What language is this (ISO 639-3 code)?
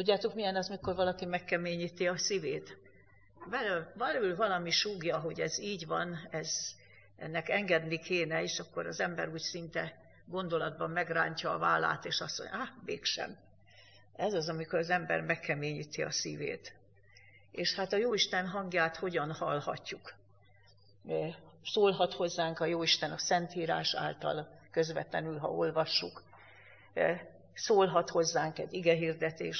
hun